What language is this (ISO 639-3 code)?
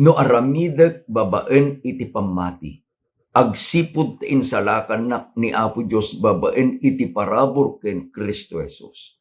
ilo